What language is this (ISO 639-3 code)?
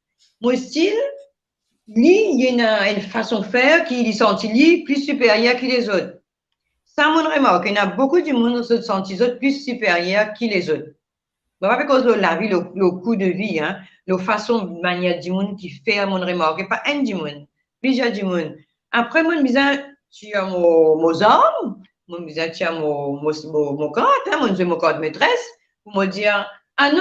mfe